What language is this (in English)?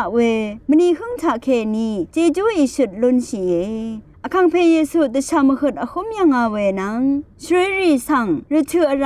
Rawang